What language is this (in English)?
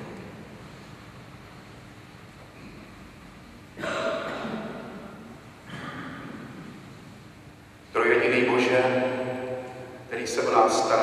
Czech